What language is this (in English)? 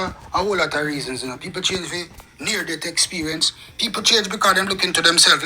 Jamaican Creole English